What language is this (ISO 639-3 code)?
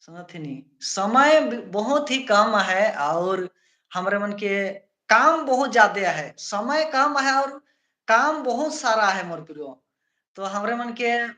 sck